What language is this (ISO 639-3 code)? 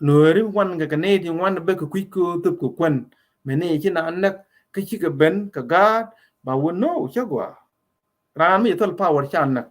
nus